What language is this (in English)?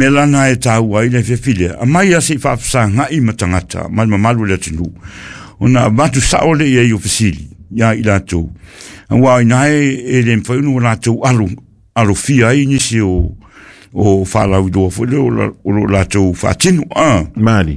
Samoan